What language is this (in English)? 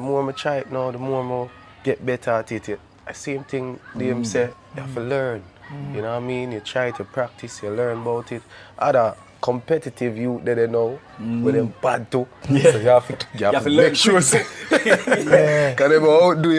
Jamaican Creole English